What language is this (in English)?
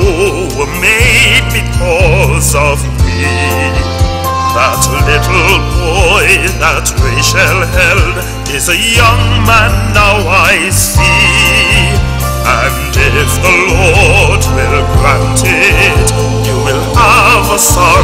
English